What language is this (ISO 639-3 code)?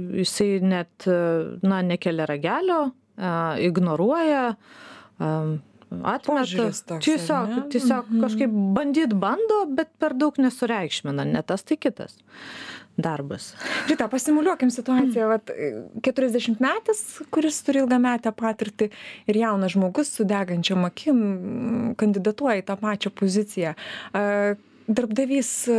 lit